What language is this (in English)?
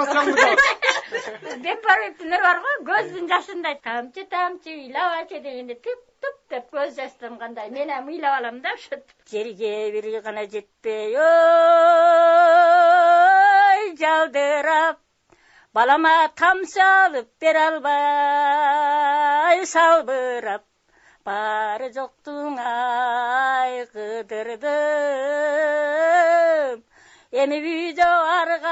Kyrgyz